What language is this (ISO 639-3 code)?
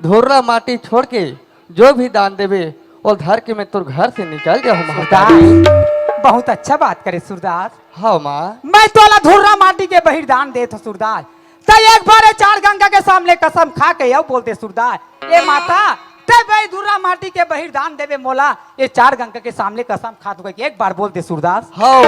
hne